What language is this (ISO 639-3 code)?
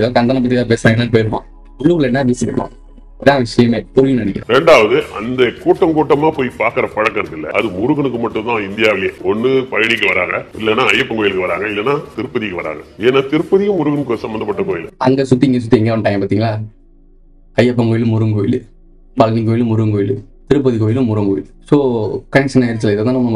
tam